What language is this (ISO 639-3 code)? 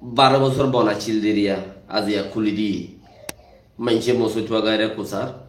rhg